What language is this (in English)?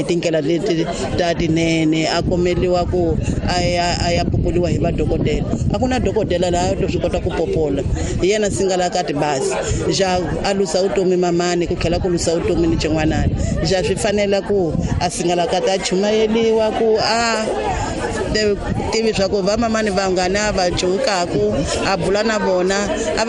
Tsonga